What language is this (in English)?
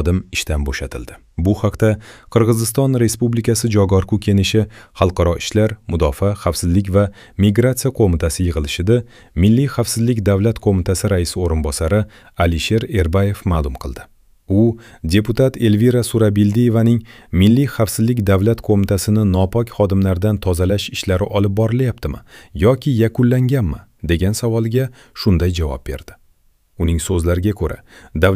Uzbek